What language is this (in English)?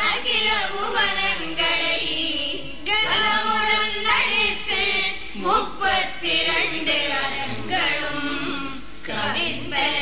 Tamil